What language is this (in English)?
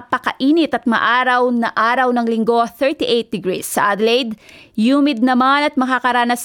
Filipino